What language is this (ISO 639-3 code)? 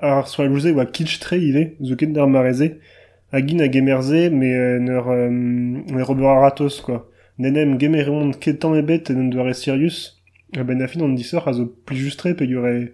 bre